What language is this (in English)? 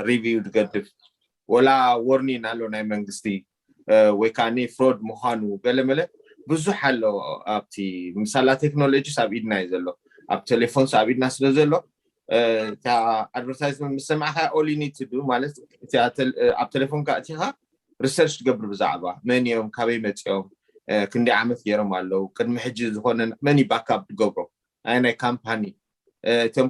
Tigrinya